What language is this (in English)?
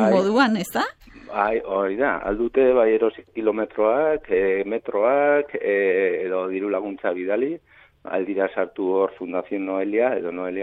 Basque